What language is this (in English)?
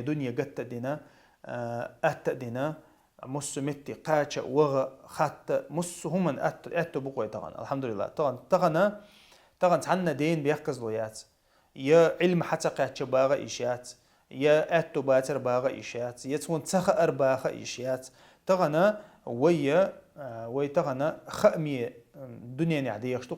Chechen